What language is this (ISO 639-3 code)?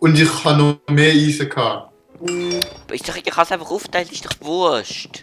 gsw